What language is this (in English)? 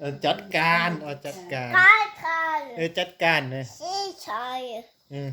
Lao